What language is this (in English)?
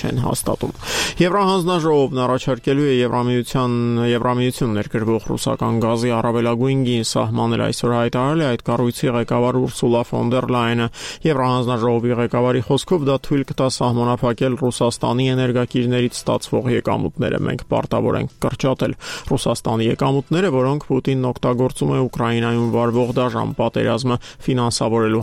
Armenian